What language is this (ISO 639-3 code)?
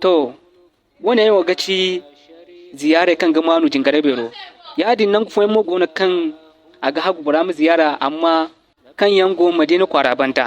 dje